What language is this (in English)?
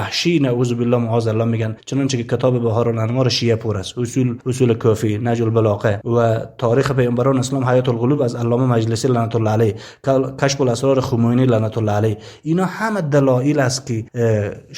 Tajik